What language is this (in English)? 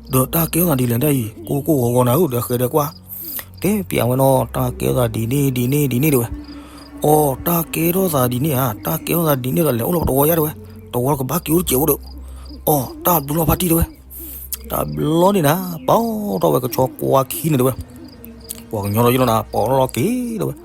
S'gaw Karen